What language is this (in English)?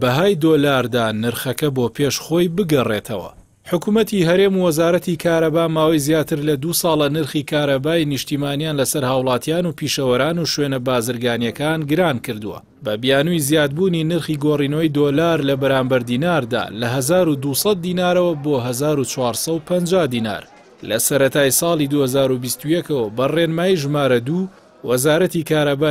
Central Kurdish